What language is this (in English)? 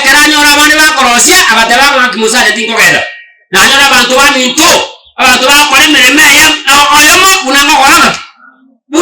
Gusii